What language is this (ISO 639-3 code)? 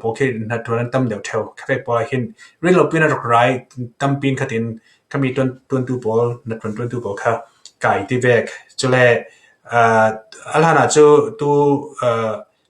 cfm